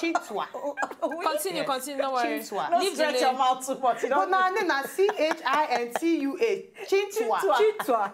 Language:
Nigerian Pidgin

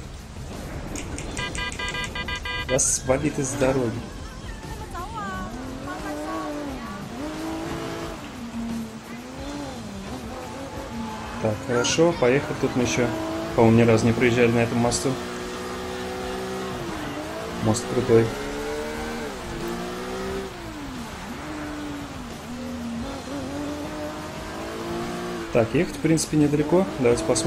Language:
Russian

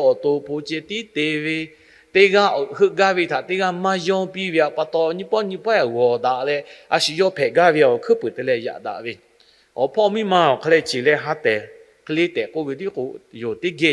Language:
Lahu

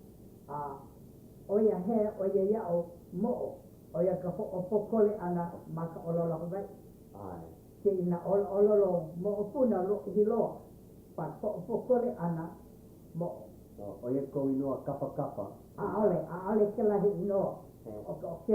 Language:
Hawaiian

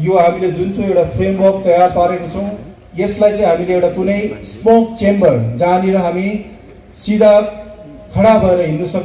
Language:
Nepali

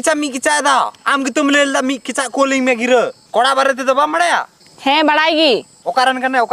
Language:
Santali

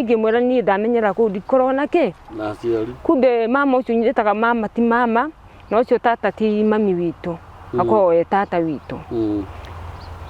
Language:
Kikuyu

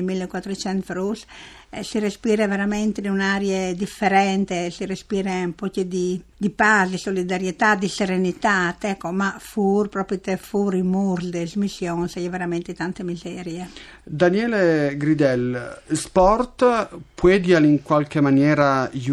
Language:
Friulian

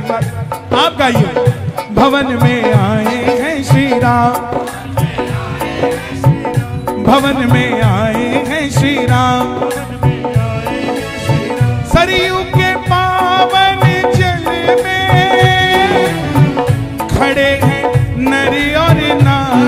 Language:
Hindi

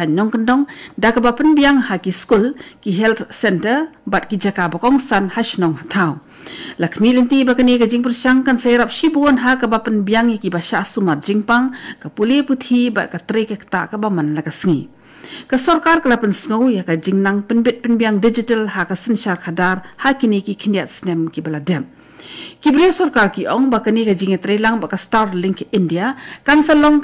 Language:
Khasi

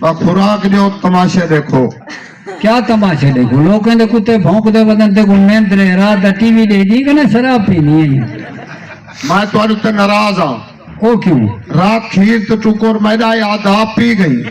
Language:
Saraiki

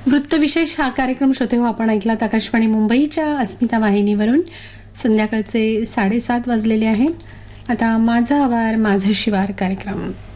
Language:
Marathi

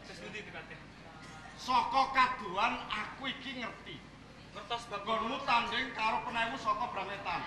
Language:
Javanese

